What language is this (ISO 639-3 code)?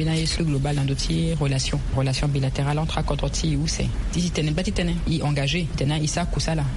sag